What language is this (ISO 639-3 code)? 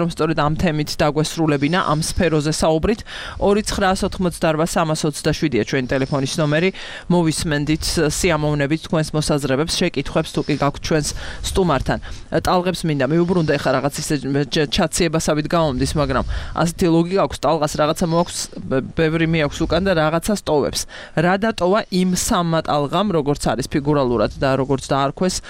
kat